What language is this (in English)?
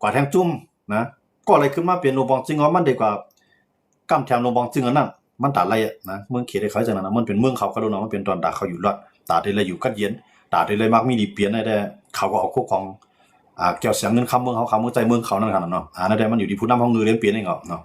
Shan